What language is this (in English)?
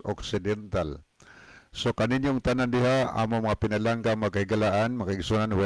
Cebuano